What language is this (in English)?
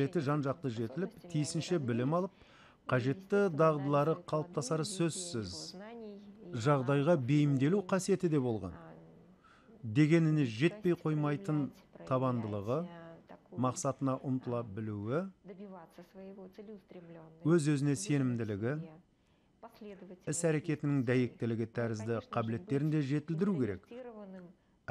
Kazakh